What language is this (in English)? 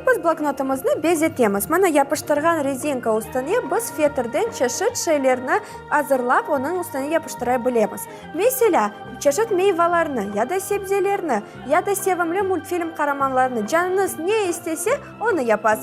Crimean Tatar